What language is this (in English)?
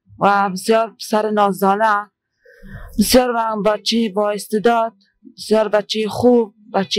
Persian